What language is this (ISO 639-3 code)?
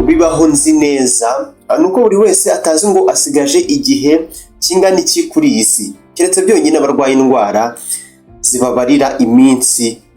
kin